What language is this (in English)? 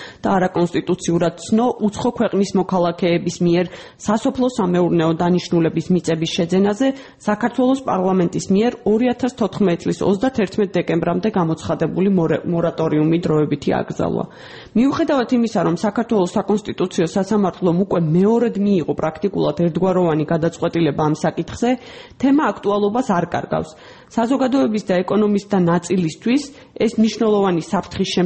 Georgian